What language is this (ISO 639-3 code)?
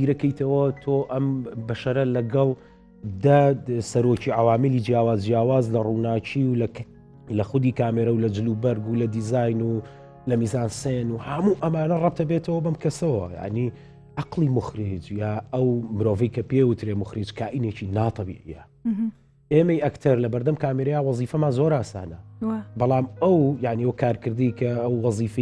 ckb